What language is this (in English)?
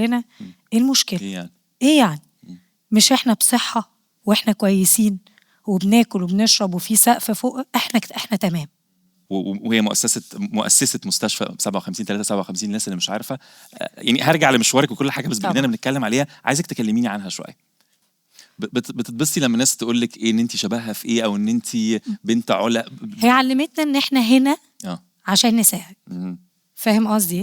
Egyptian Arabic